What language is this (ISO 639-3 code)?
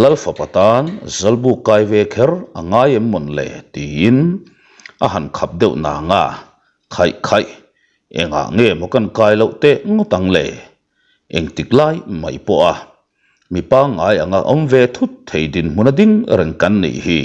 lus